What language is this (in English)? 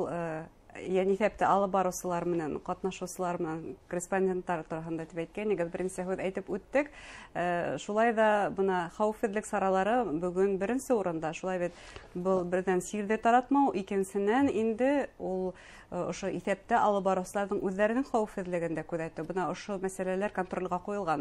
Bashkir